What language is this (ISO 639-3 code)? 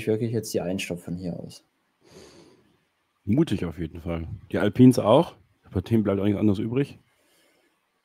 deu